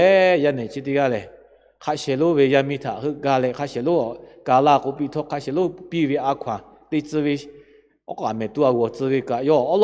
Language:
Lahu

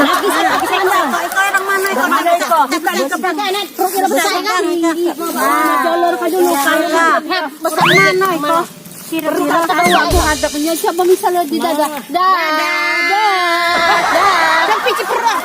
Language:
Musi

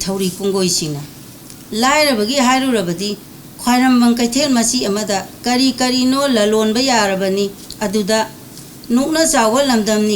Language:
Manipuri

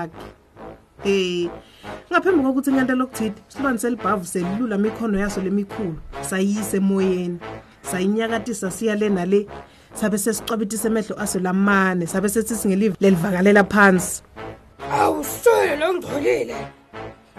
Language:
Swati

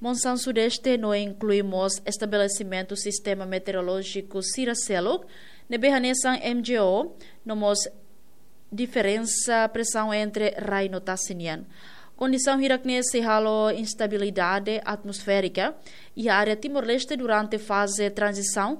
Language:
Tetum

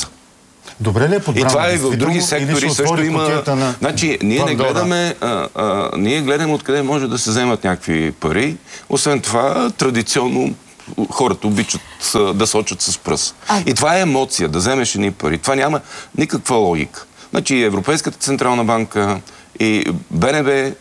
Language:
Bulgarian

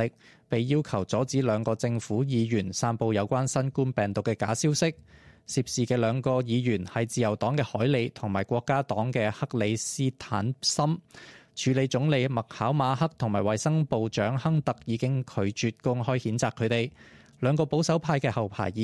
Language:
Cantonese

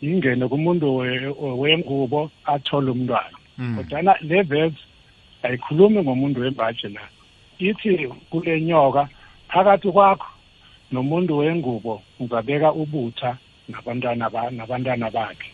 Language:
South Ndebele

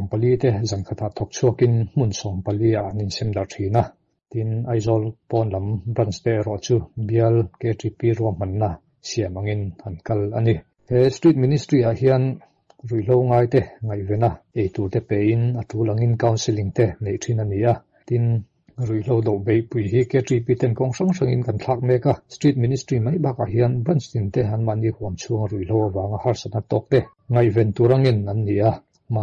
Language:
Mizo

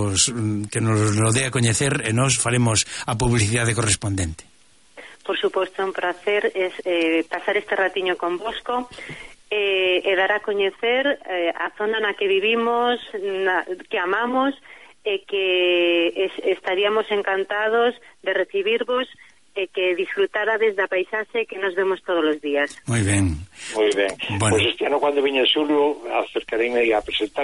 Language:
Galician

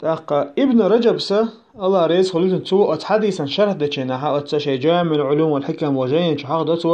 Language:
Chechen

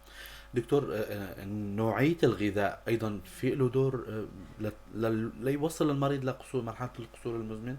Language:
North Levantine Arabic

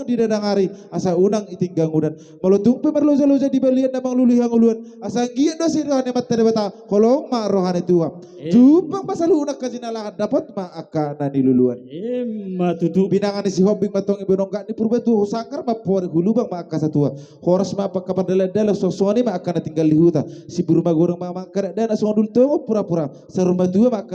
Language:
Batak Toba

